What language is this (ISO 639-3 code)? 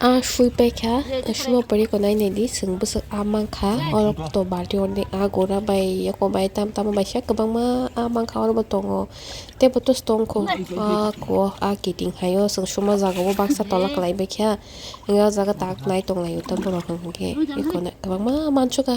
trp